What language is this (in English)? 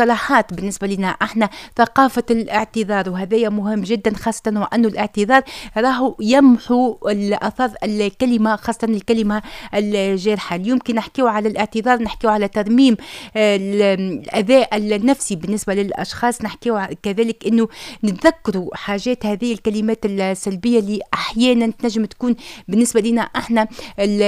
Tunisian Arabic